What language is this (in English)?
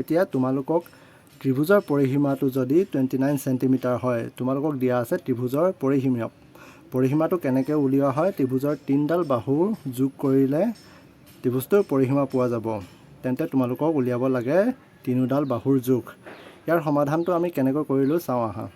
Assamese